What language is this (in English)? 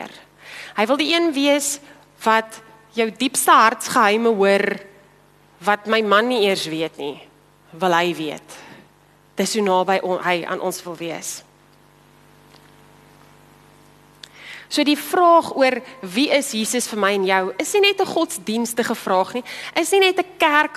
Afrikaans